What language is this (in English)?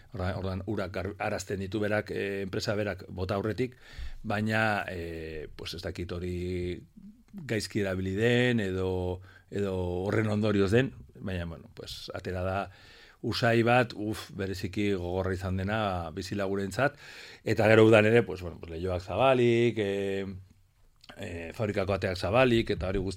Basque